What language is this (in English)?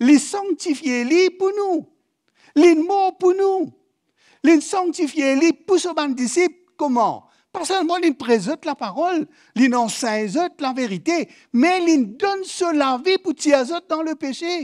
Morisyen